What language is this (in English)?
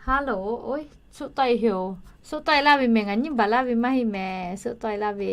Lahu